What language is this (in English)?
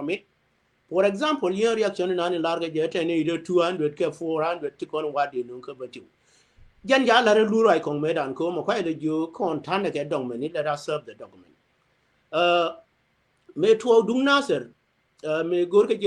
Nuer